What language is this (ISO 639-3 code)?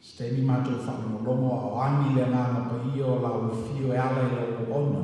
smo